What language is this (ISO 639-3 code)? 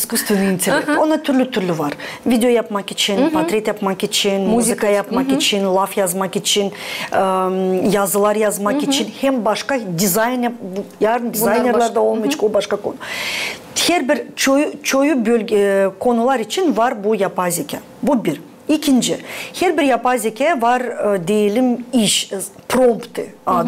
gag